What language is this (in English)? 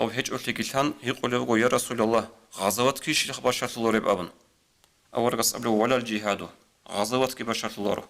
Avaric